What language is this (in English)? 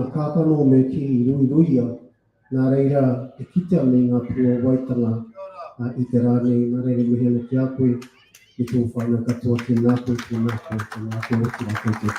Māori